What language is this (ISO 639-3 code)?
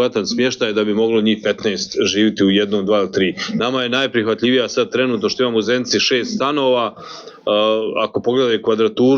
bos